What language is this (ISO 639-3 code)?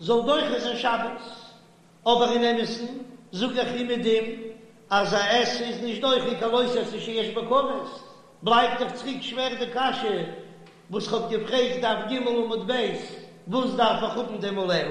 yid